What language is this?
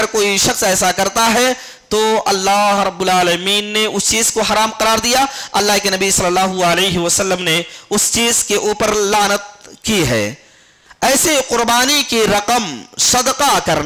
Urdu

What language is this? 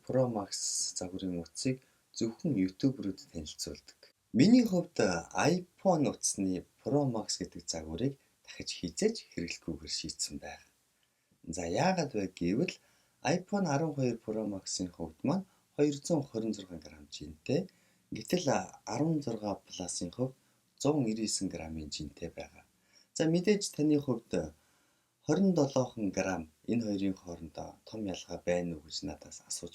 Mongolian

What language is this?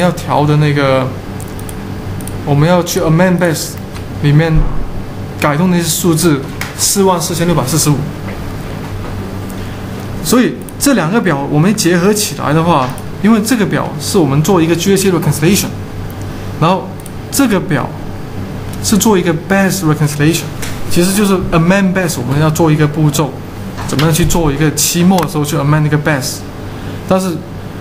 Chinese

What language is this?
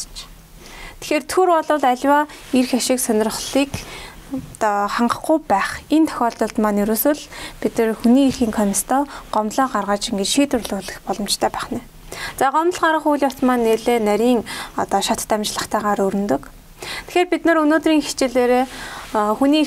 Mongolian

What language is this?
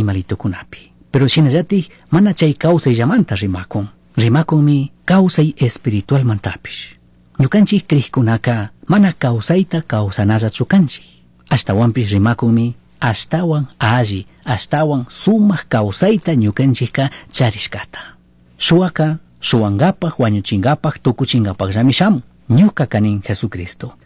Chimborazo Highland Quichua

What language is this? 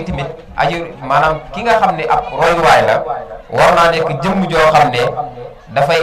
Wolof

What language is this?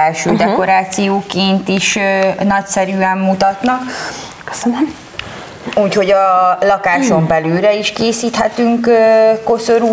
Hungarian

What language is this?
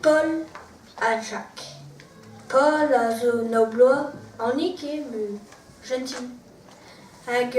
Breton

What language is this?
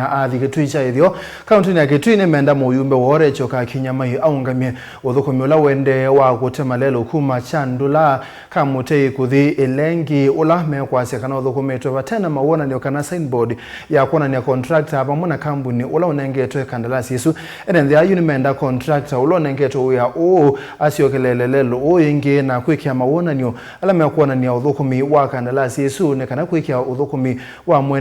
Kamba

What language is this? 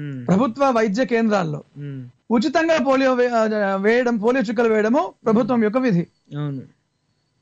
Telugu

